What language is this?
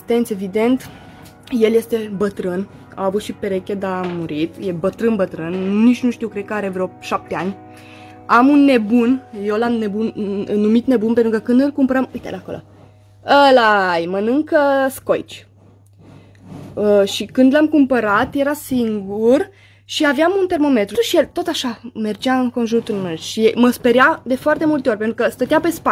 Romanian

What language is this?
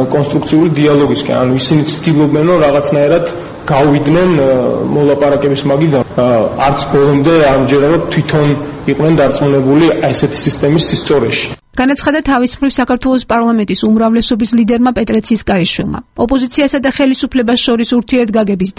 Georgian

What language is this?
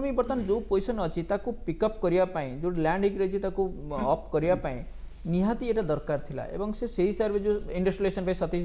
Odia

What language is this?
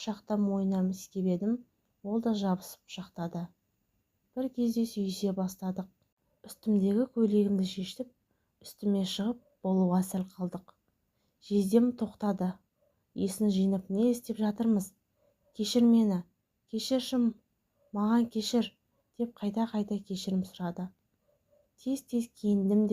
Kazakh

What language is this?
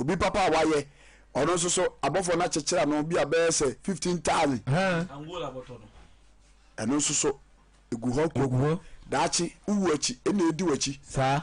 Akan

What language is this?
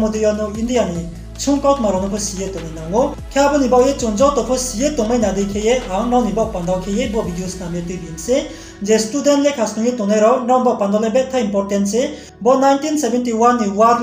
Riang (India)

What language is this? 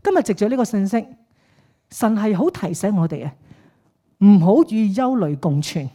Cantonese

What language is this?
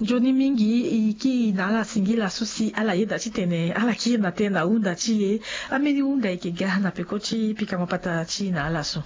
Sango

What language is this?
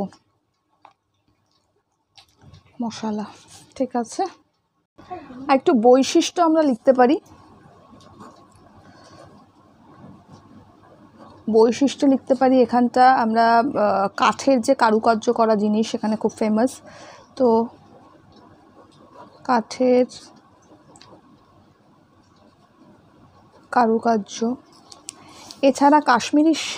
Bangla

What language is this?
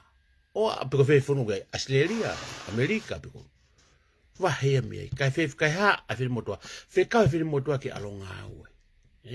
Tongan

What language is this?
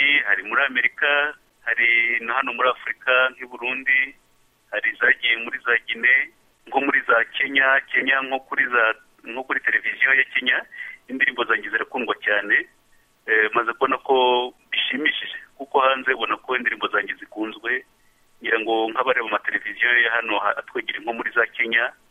Kinyarwanda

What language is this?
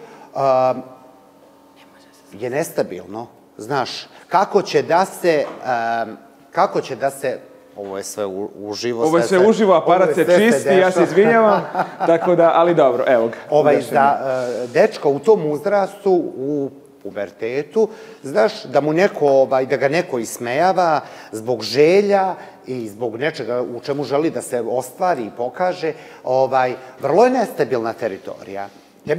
Serbian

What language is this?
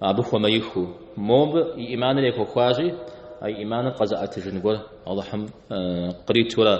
Kabardian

